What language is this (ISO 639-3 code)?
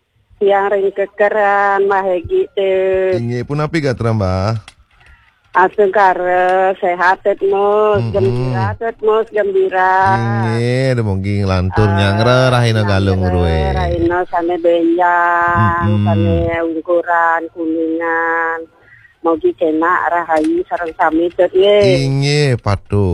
ban